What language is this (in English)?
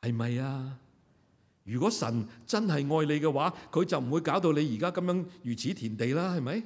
Cantonese